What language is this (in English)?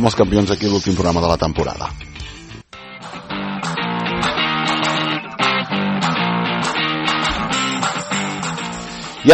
Catalan